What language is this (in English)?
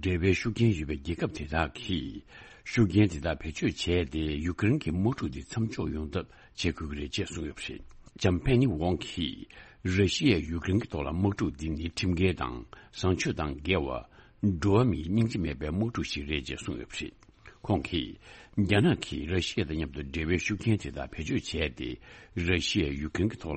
Tibetan